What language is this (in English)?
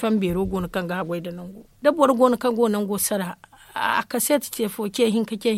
Zarma